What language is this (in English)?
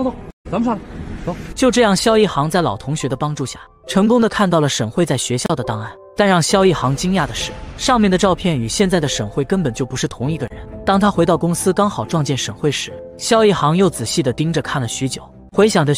Chinese